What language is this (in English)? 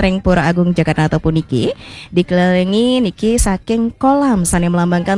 Balinese